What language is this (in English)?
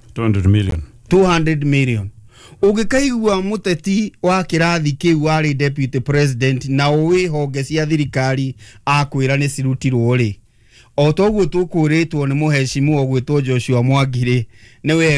Kikuyu